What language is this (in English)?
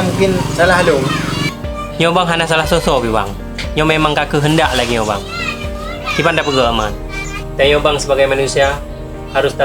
Achinese